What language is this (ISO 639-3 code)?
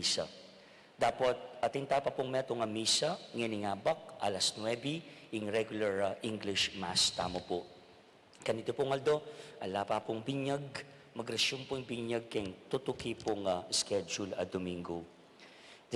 pam